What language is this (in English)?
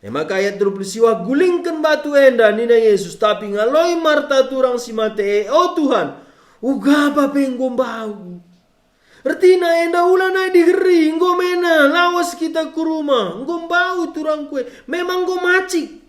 Batak Karo